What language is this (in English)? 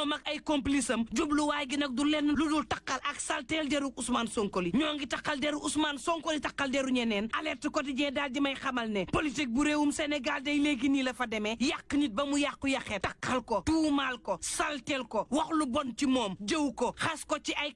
Wolof